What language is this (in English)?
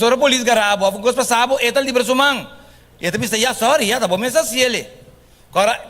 Papiamento